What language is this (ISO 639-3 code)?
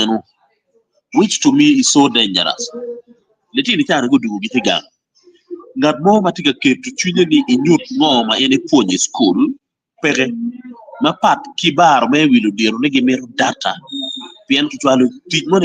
ach